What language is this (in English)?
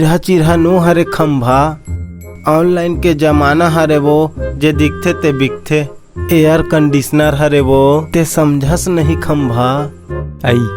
Chhattisgarhi